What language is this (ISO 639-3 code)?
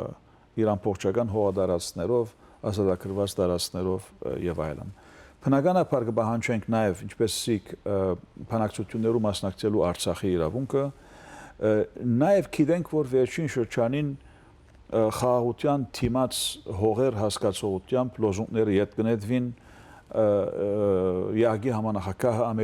hyw